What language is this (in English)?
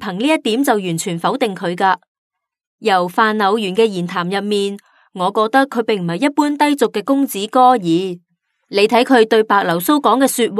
Cantonese